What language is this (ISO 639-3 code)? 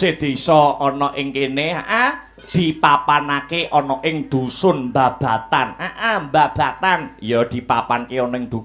jav